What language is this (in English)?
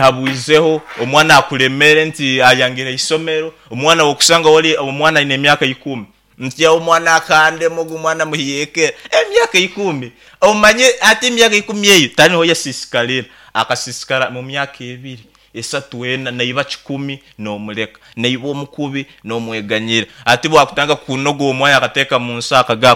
Nyankole